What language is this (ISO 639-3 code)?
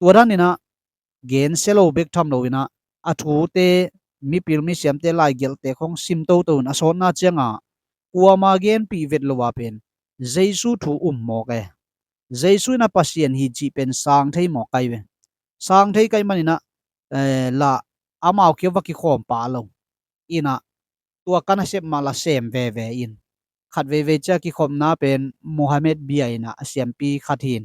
ctd